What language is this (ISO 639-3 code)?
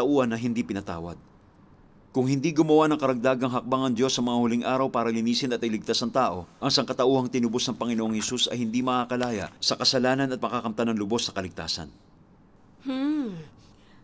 fil